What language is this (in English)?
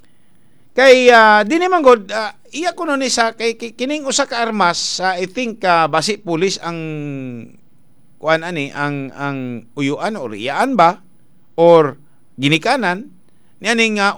Cebuano